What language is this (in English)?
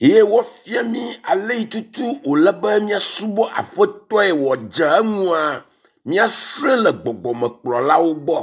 Ewe